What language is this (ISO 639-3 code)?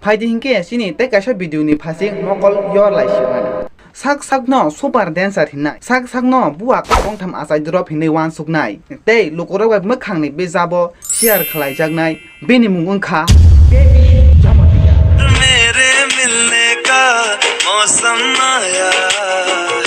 trp